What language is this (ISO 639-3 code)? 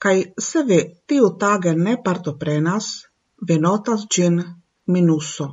epo